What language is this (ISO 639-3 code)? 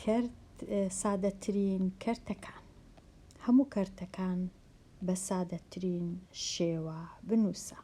ckb